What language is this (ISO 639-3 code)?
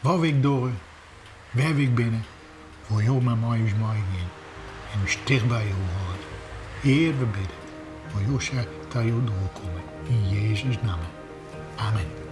fry